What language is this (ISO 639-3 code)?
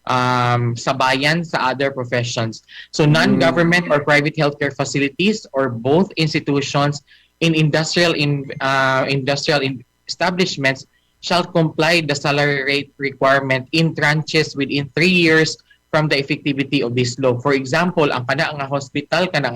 ceb